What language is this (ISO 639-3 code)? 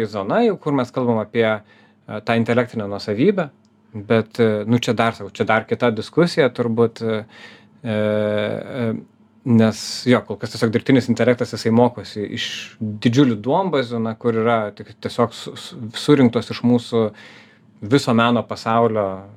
lit